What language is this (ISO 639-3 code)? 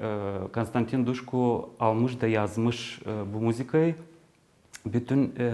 gag